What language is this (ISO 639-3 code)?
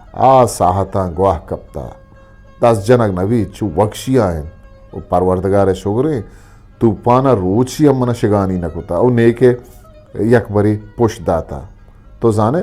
bgp